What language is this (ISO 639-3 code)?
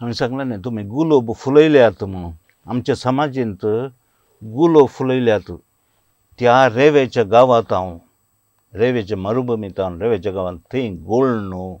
kok